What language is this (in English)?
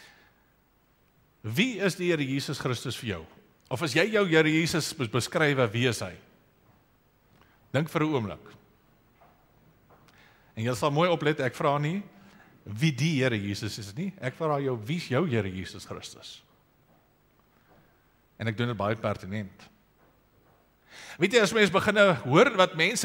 Afrikaans